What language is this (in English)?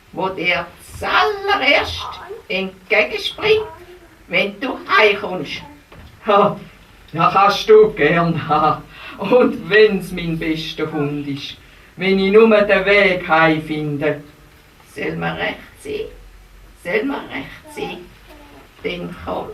Swiss German